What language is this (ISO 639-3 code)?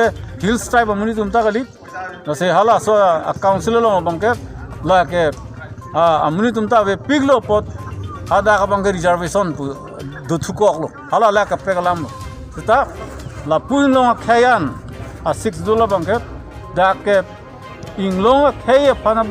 mjw